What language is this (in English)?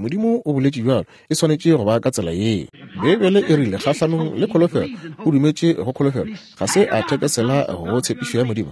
Northern Sotho